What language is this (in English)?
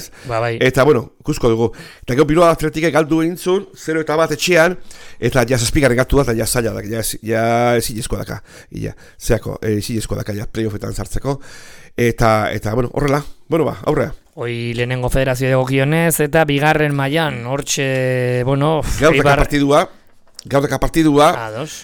Basque